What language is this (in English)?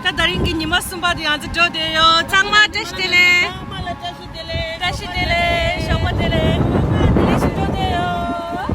Tibetan